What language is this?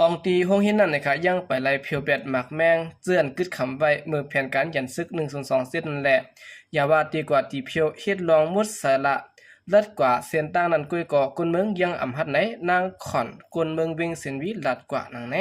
Shan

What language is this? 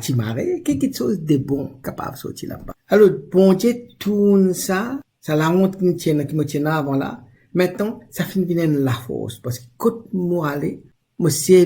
Morisyen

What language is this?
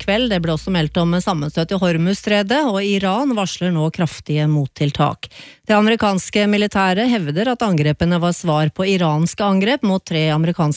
Norwegian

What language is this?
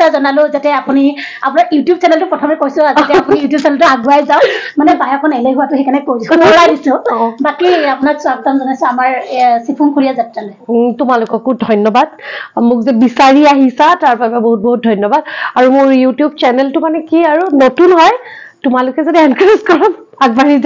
Assamese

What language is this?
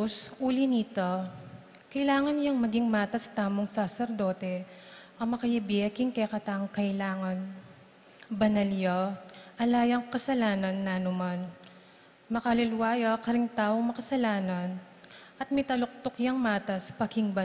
Pampanga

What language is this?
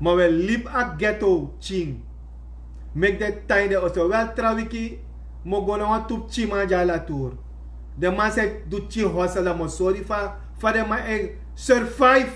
Sranan Tongo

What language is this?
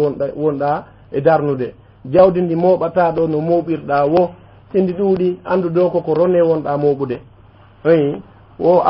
Fula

